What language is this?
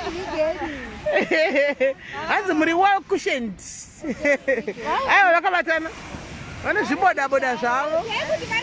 Shona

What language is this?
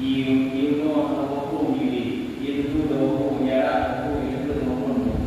Achinese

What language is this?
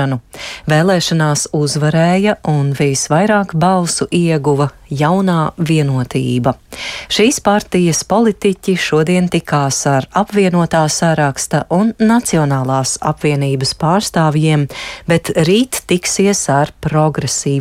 Latvian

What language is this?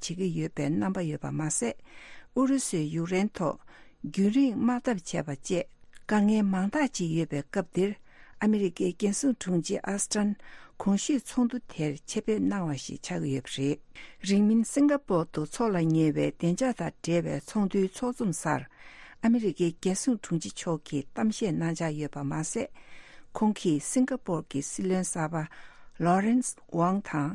Tibetan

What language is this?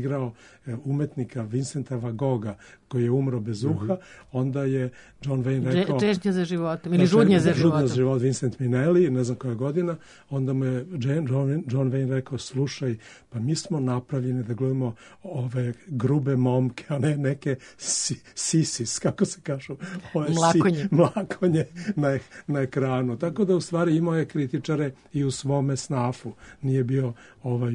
Serbian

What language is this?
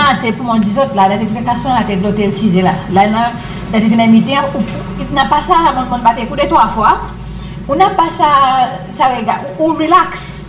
Seselwa Creole French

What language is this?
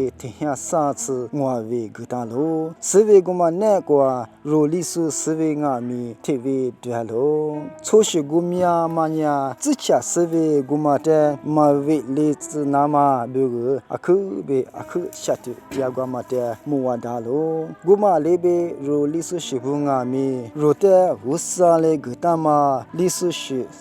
Lisu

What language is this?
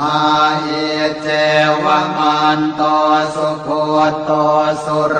Pali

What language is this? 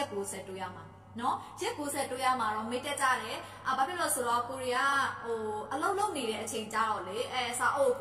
Burmese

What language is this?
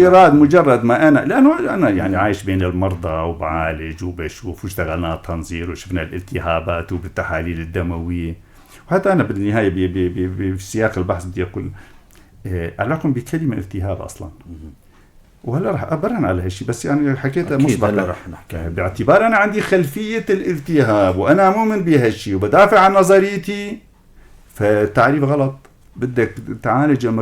North Levantine Arabic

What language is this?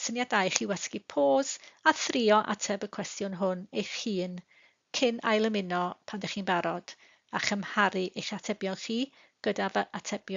Welsh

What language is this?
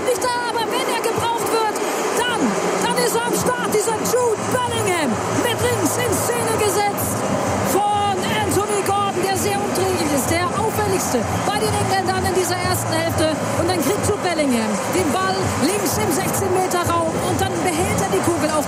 German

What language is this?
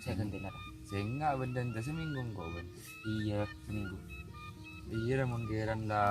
Madurese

